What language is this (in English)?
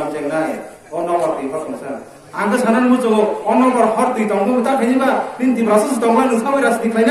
Kok Borok